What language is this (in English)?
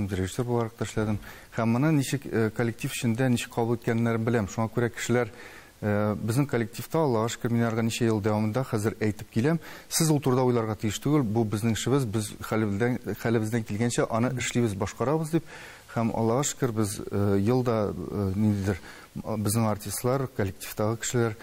Tatar